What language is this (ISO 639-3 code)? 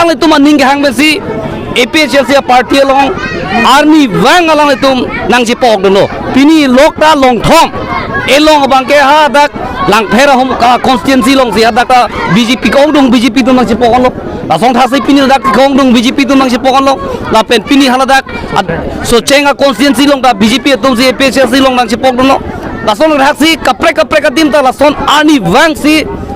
mjw